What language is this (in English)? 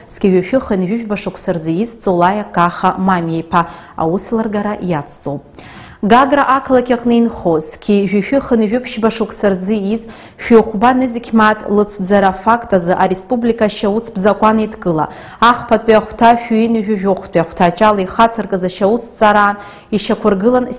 Abkhazian